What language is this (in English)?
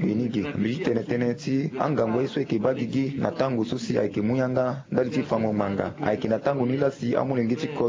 Sango